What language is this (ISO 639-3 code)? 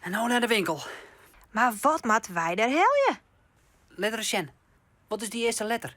fry